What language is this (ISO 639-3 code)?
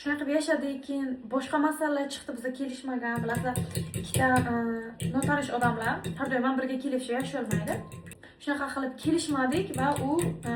uzb